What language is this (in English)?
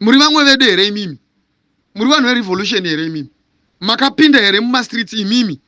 Shona